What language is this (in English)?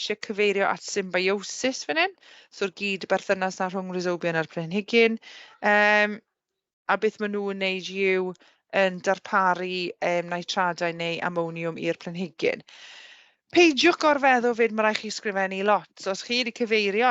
Welsh